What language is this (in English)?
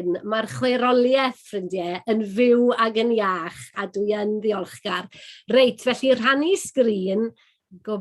Welsh